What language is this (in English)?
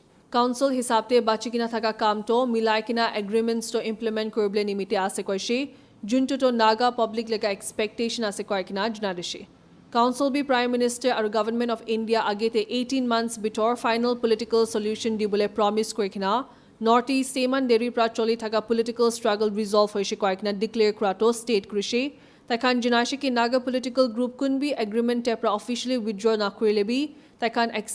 Naga Pidgin